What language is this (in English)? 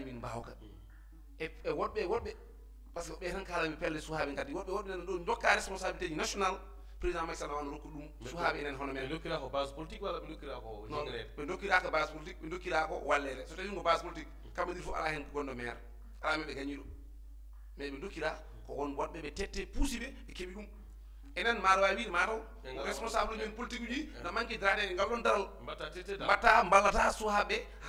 Fula